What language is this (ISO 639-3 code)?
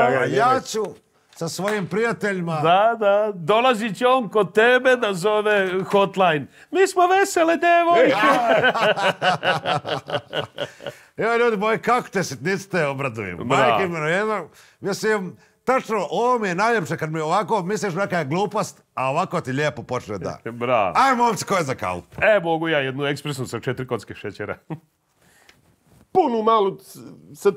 srp